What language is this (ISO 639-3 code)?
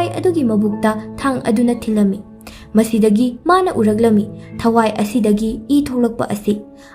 mni